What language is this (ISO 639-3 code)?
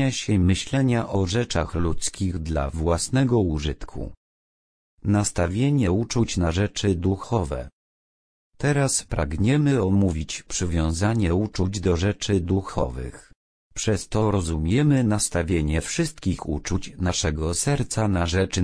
pol